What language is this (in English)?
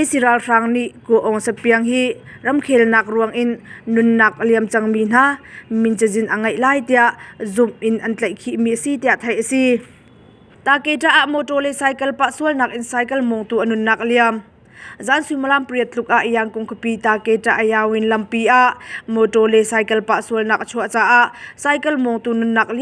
Hakha Chin